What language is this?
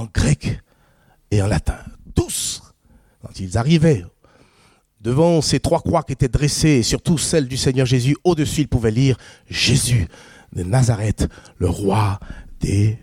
French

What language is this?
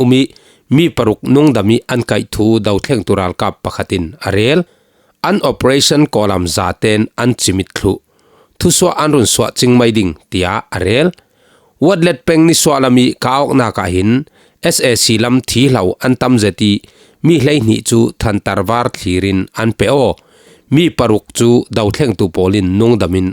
Falam Chin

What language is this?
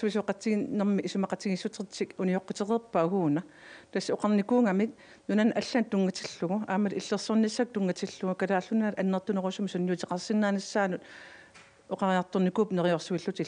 Kalaallisut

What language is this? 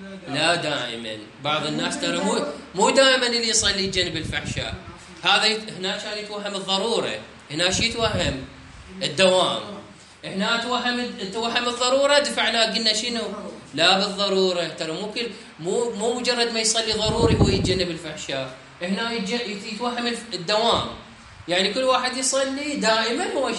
Mesopotamian Arabic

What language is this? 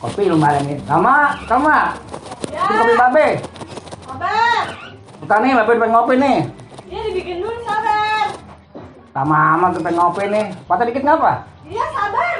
Betawi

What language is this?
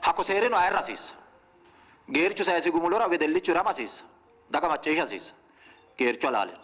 Sidamo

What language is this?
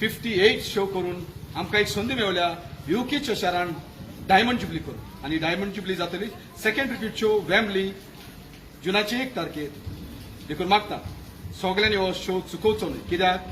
Konkani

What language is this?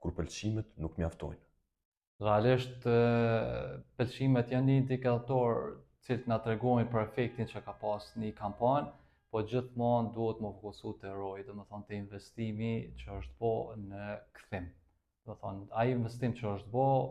Albanian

